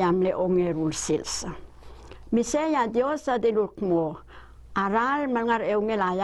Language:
Palauan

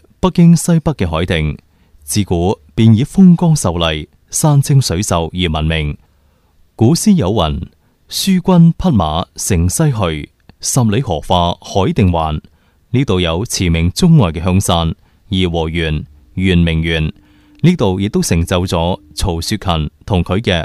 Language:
Cantonese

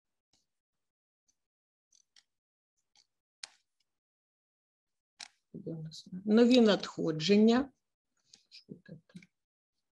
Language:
Ukrainian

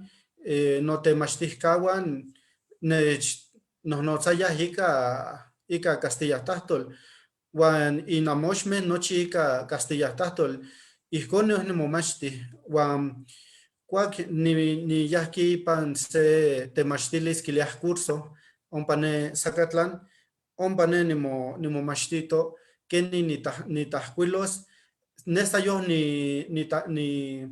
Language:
Eastern Huasteca Nahuatl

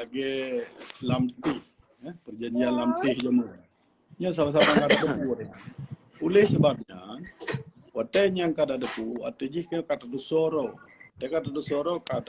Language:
Achinese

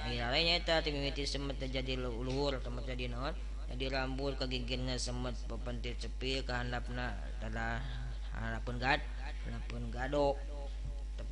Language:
Sundanese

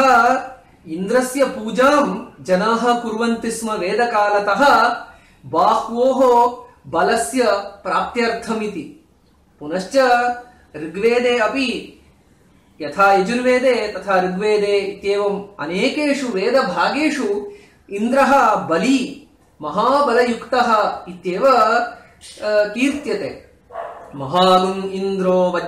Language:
Sanskrit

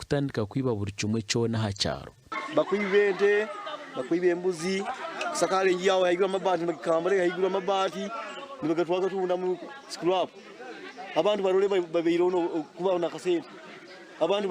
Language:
Nyankole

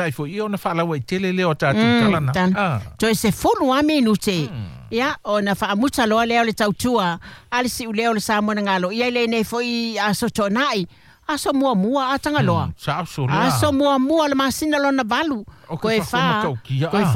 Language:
Samoan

